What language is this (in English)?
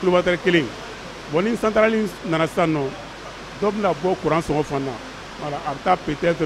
Bambara